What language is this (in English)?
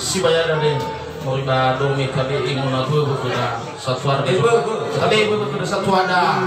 Nias